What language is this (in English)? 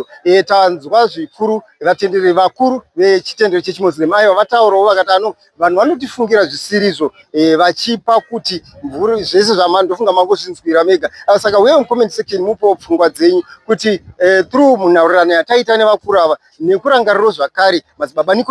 Shona